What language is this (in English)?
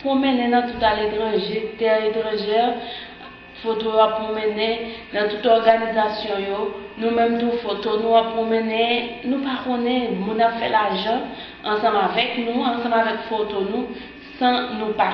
Haitian Creole